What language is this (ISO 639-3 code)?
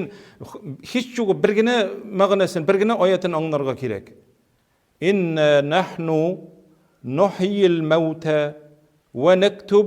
tat